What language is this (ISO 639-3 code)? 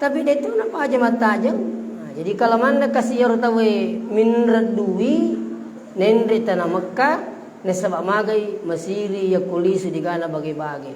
bug